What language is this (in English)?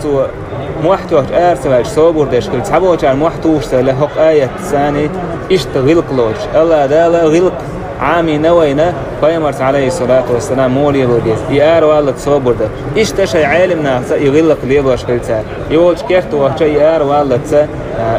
Chechen